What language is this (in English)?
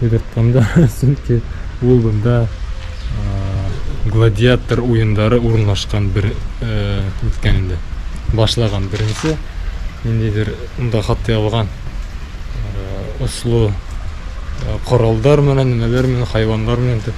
Bashkir